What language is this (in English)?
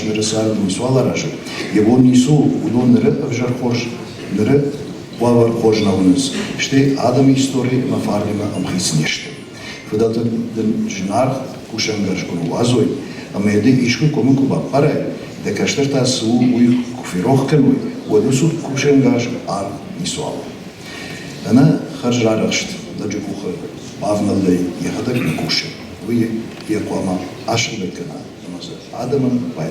Ossetic